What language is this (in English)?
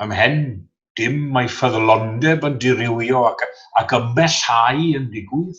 Welsh